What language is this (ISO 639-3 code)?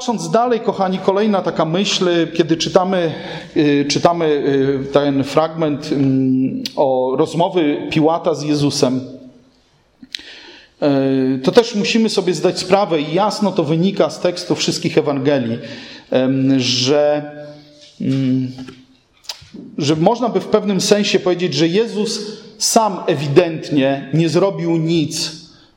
pol